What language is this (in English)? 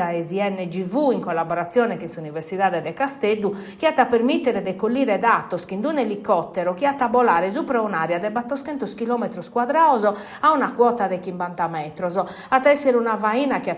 Sardinian